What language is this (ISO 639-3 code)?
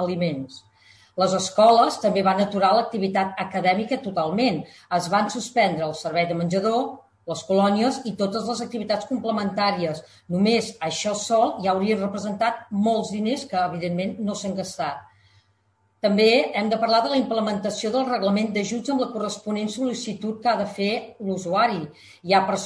cat